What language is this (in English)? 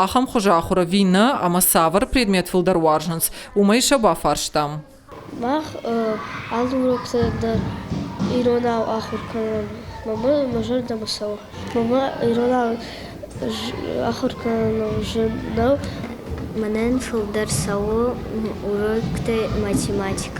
Ossetic